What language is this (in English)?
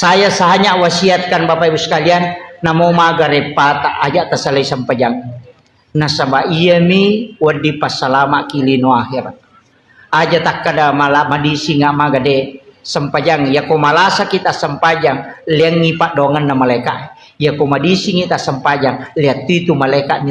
Buginese